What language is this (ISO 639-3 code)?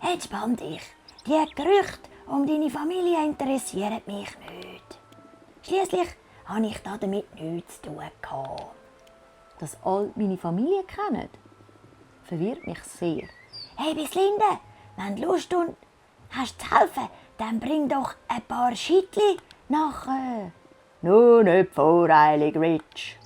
gsw